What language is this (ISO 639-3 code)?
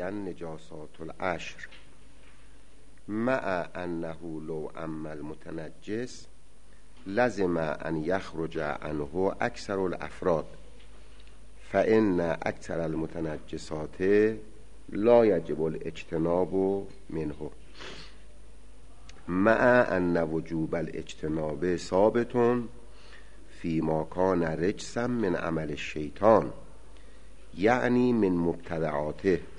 fas